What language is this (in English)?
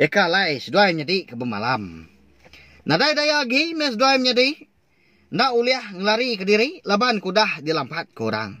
Iban